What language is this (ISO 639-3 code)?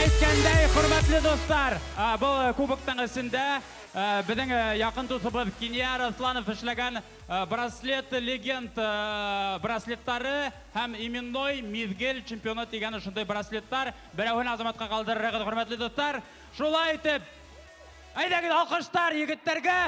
bak